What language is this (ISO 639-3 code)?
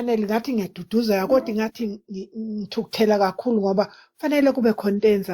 zul